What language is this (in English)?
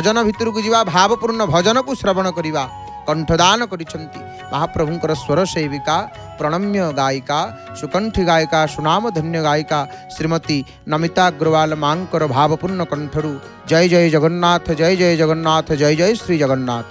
Odia